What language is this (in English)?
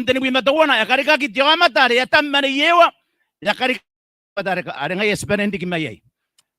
Gilbertese